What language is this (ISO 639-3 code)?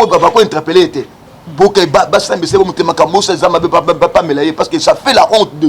lin